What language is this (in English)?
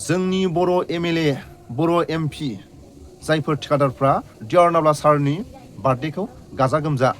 Bodo